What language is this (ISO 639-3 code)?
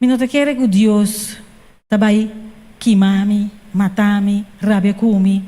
pap